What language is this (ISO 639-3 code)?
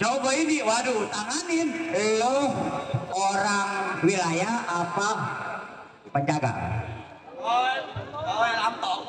bew